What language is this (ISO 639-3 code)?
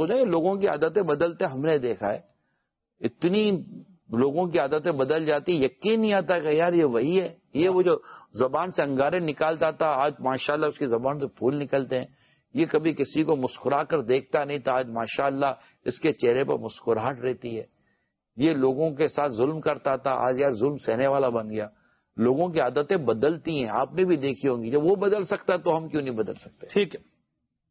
urd